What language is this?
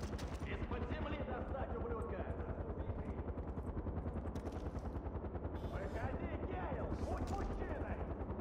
Russian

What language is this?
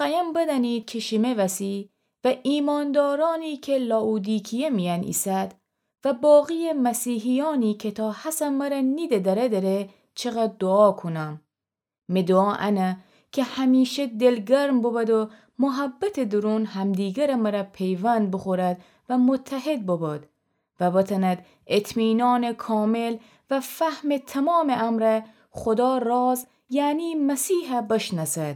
Gilaki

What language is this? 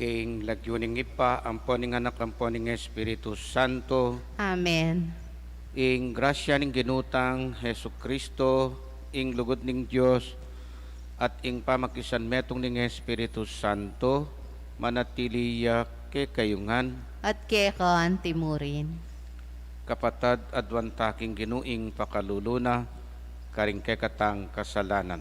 Pampanga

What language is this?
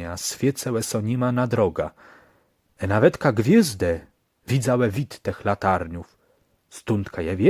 Kashubian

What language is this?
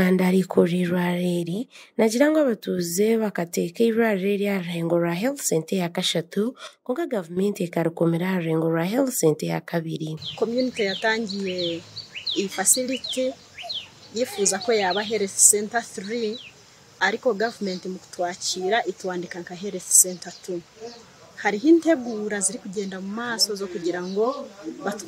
Nyankole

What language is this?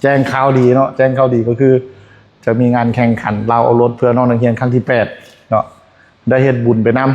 Lao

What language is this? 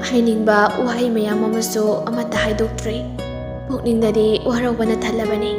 Manipuri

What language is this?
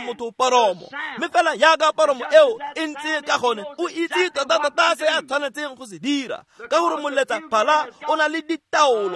Tswana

